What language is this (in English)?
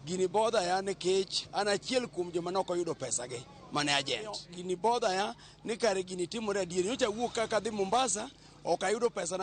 Luo (Kenya and Tanzania)